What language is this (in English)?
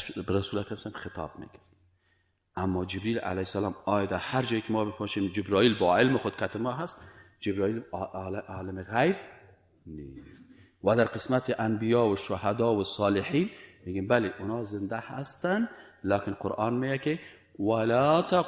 Persian